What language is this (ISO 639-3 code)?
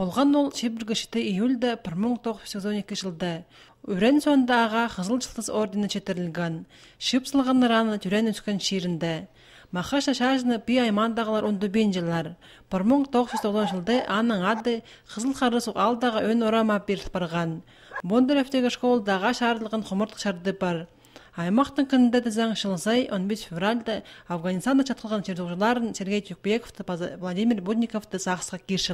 kjh